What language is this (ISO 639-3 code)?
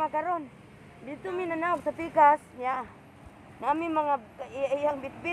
ceb